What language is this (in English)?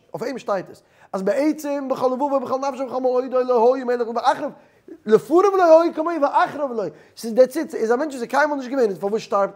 Yiddish